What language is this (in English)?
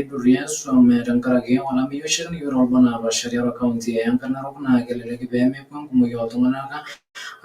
Masai